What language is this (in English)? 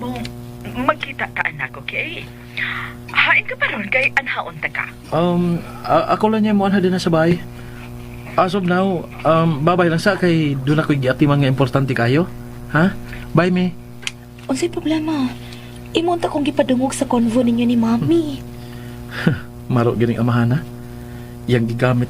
Cebuano